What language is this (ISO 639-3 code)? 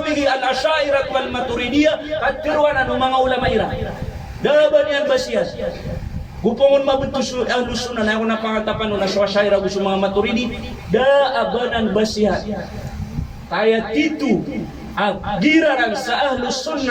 mrw